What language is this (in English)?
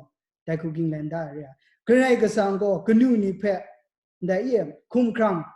Kachin